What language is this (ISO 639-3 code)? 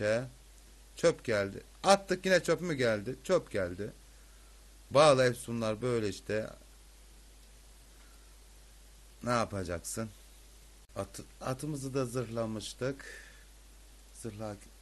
tur